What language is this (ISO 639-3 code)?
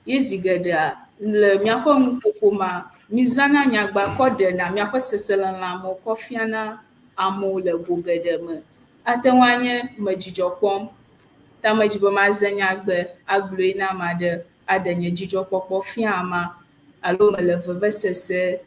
ewe